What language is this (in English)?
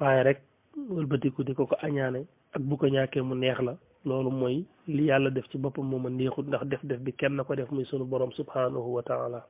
Wolof